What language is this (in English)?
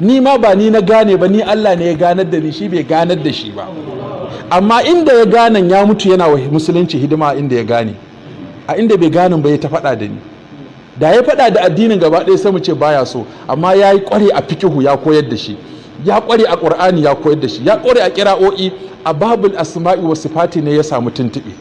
Hausa